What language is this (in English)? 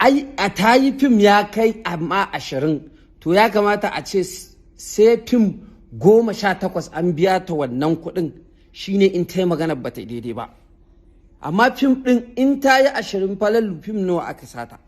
Hausa